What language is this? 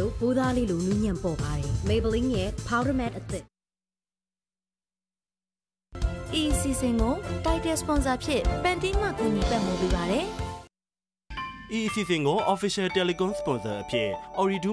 Burmese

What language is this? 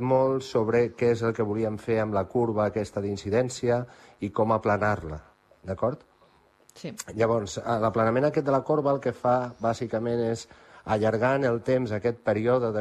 Catalan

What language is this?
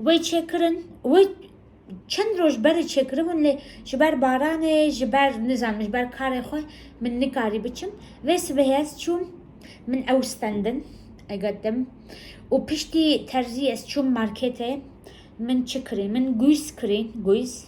Kurdish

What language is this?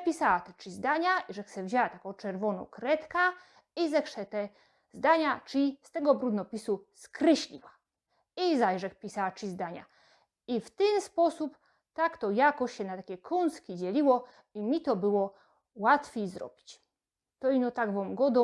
Silesian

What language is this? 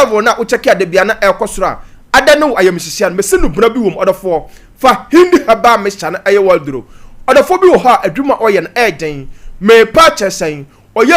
Akan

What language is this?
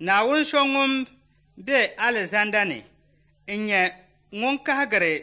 Dagbani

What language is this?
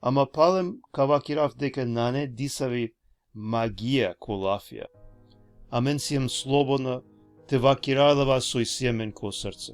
Balkan Romani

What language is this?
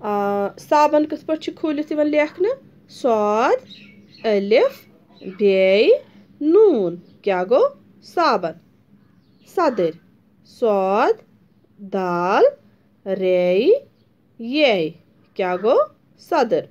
Kashmiri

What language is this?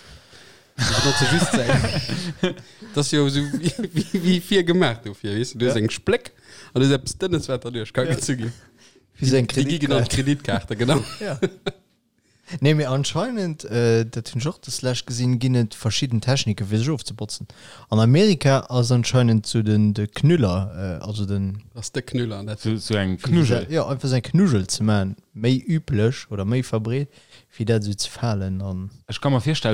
Luxembourgish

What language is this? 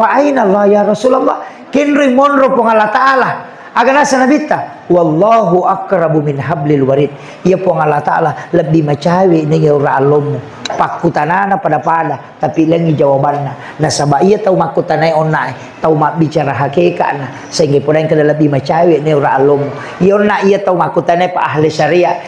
Buginese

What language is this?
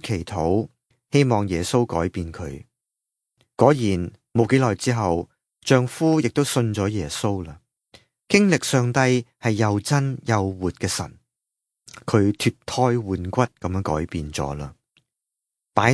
Cantonese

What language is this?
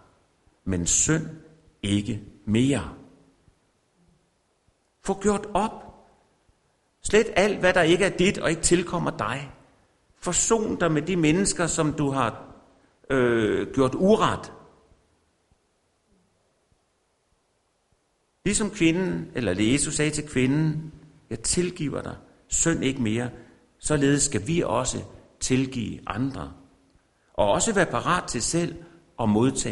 Danish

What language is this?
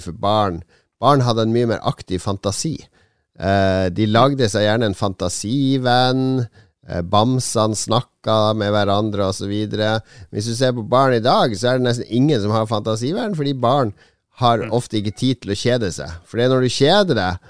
Norwegian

